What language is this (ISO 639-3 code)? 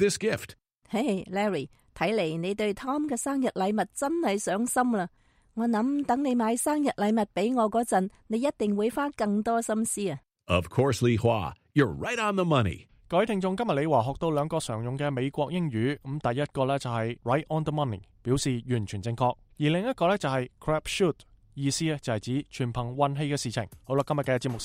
yue